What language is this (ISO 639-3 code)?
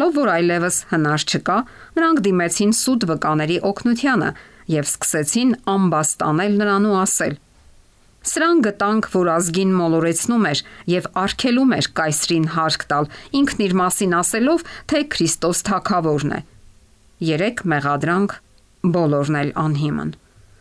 hye